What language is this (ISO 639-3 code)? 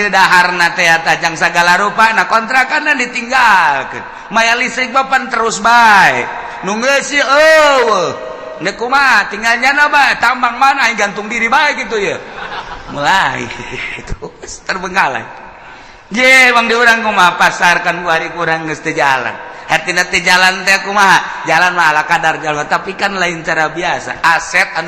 sun